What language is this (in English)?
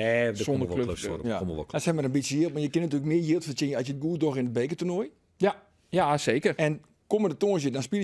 Western Frisian